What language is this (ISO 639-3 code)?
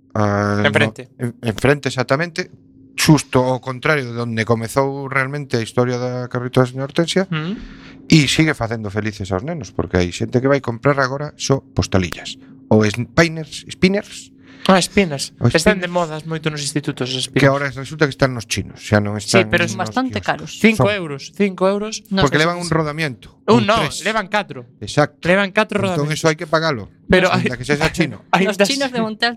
glg